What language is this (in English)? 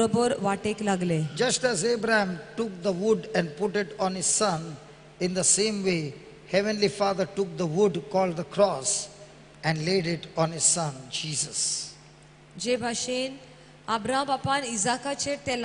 Konkani